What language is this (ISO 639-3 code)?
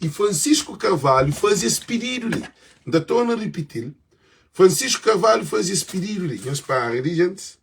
kea